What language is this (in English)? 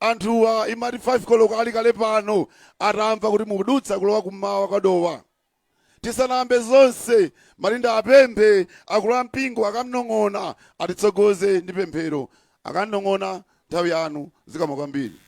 Nyanja